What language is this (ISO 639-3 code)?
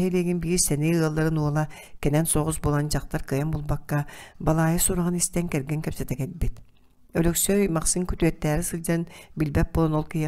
sah